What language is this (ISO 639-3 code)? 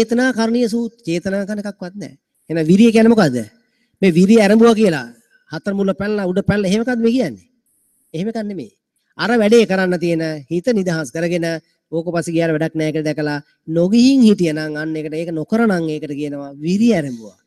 sin